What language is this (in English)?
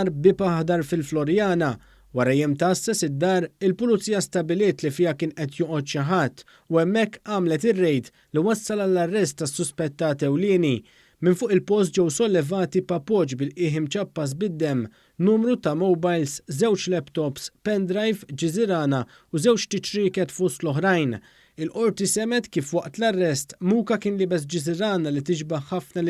Maltese